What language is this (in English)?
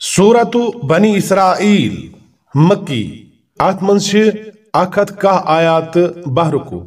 Kashmiri